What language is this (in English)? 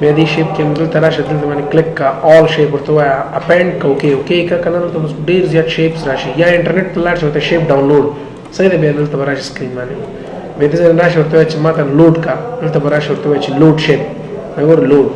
Pashto